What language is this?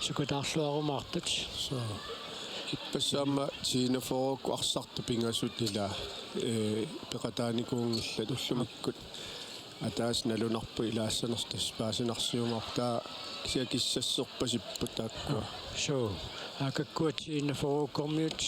Kalaallisut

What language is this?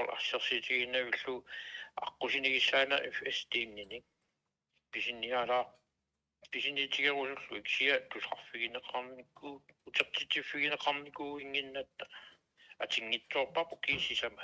Kalaallisut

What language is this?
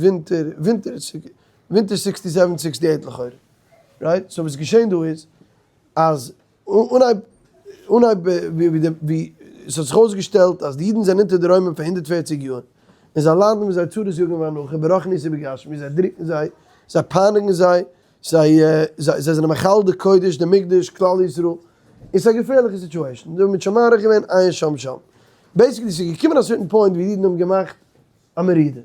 Yiddish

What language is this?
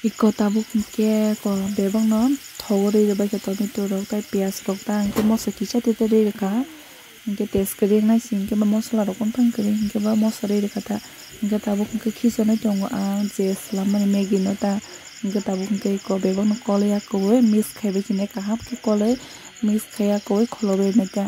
Kok Borok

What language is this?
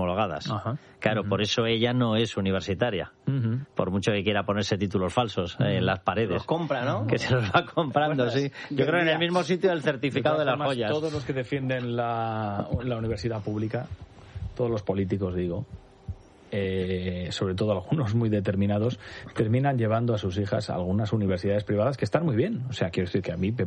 Spanish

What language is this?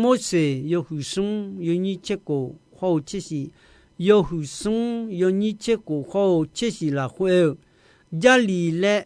Akha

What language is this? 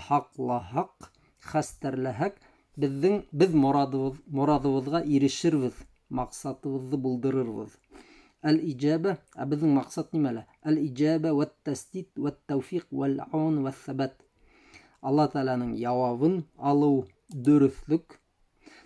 Bashkir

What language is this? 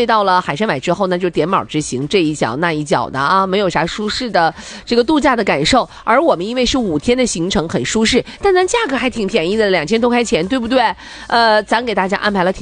Chinese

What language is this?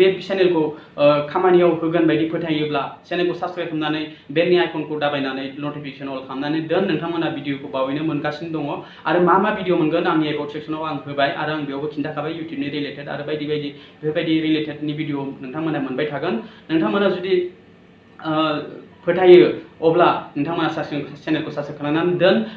Bodo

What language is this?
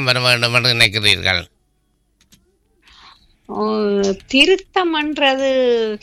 Tamil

